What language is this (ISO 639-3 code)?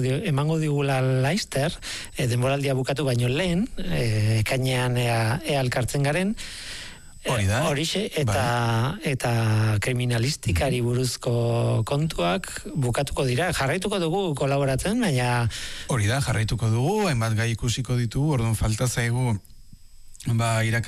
eus